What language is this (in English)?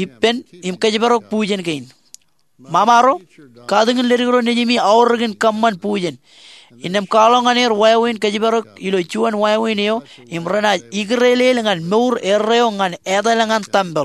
Marshallese